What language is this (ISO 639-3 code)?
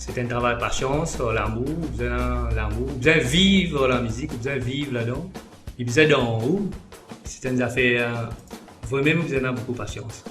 mfe